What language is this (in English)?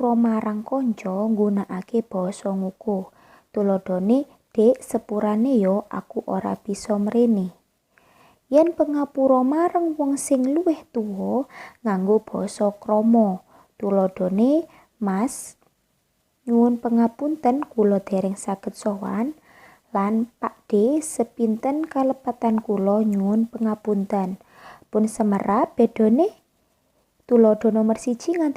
Javanese